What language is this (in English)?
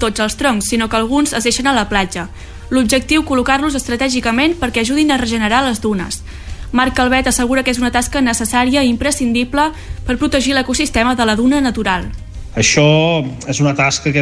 Catalan